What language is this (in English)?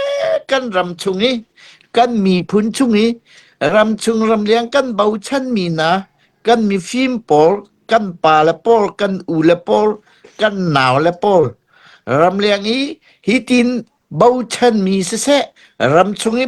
Hakha Chin